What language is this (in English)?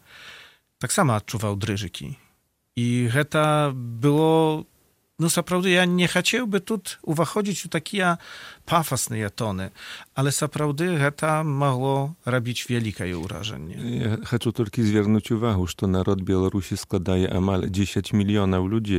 Belarusian